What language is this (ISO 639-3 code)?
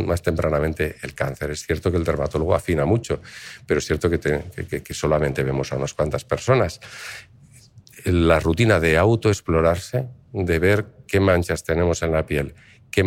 spa